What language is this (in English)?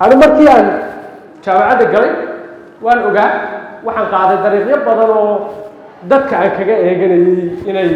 Somali